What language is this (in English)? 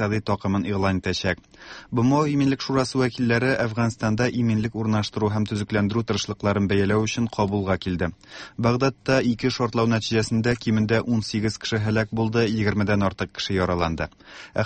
Tatar